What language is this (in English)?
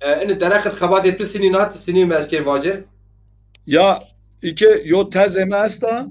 Zaza